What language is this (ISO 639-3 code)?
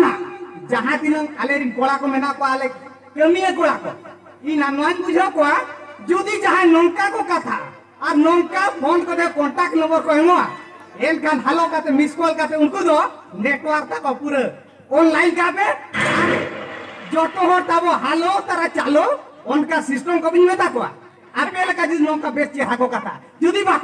sat